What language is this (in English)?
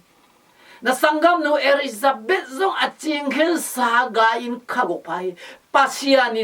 Tedim Chin